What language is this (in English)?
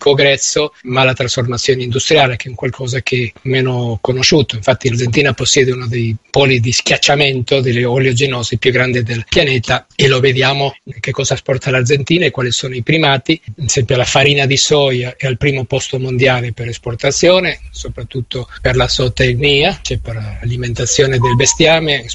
Italian